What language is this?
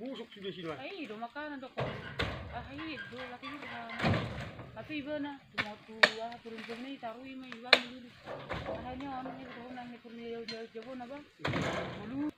Batak Toba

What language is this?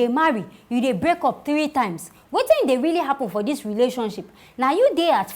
Nigerian Pidgin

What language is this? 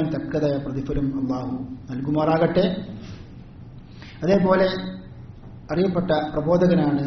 Malayalam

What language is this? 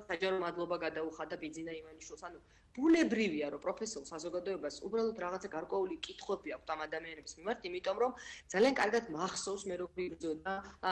Georgian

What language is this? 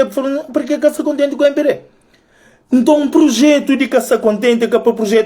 Kabuverdianu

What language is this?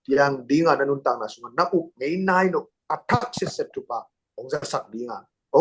Tedim Chin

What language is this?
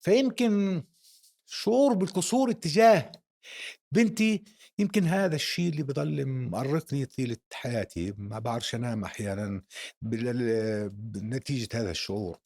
North Levantine Arabic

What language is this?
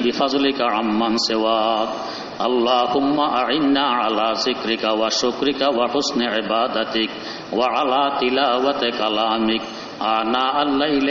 Bangla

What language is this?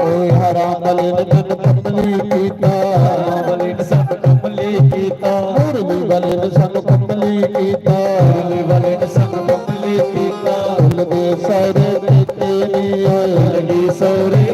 Dogri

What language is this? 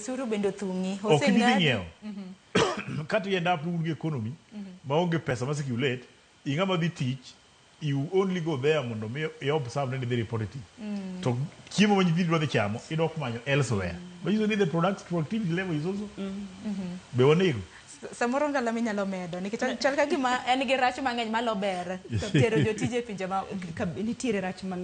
Luo (Kenya and Tanzania)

